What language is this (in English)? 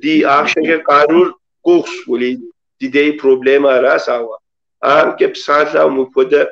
Kabardian